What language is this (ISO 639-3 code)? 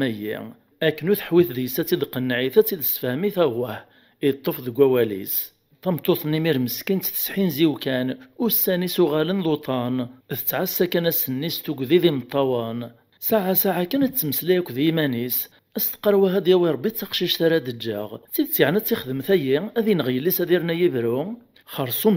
kab